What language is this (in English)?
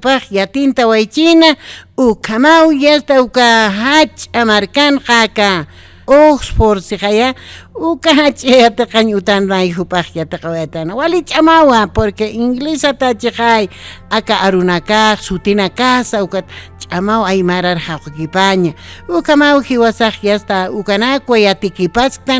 Aymara